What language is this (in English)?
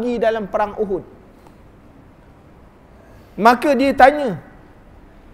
Malay